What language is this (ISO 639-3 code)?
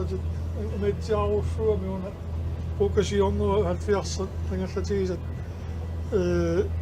kal